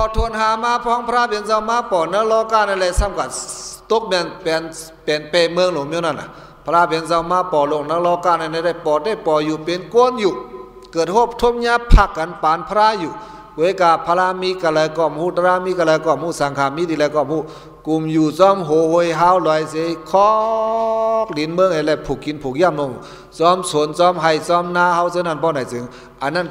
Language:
Shan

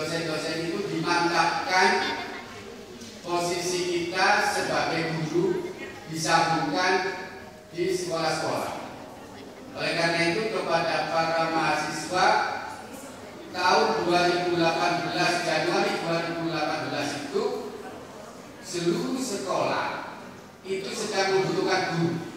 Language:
Indonesian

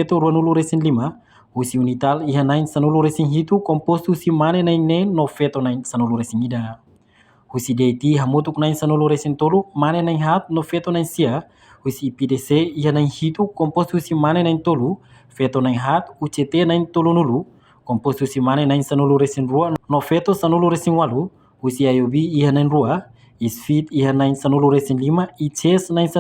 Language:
Tetum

